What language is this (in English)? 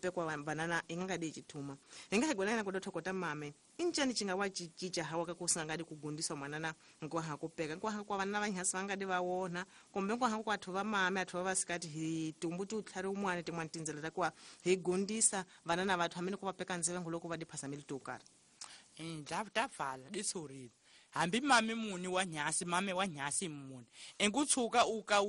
Tsonga